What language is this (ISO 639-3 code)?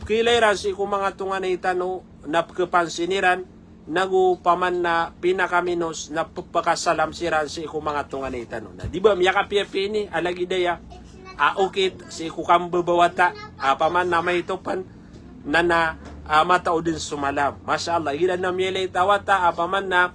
mrw